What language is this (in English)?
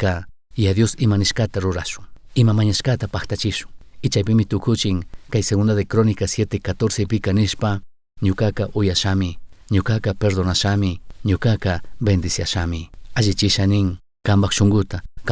Chimborazo Highland Quichua